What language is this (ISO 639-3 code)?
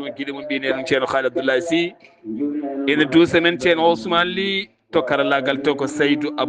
ful